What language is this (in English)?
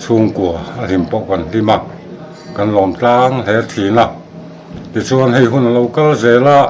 Mizo